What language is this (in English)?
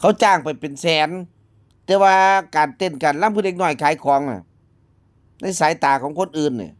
Northeastern Thai